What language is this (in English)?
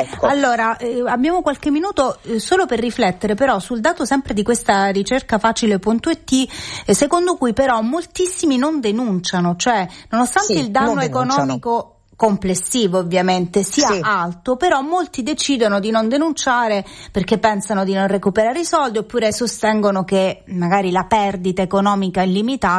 Italian